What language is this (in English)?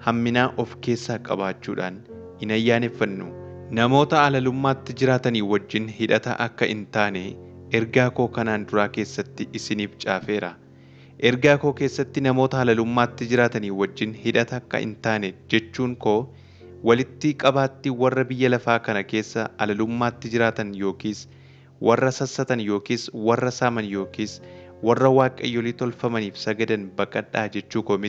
Oromo